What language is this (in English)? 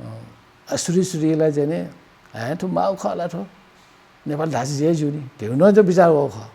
Newari